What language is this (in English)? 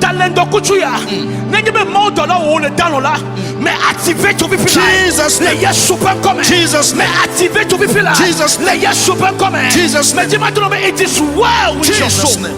Ewe